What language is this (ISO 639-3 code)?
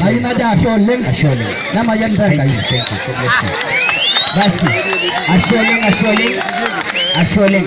mas